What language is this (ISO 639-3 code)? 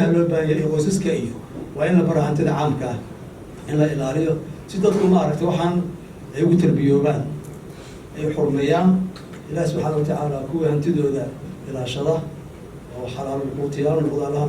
som